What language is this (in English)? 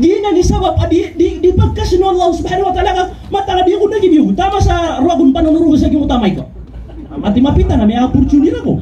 Maranao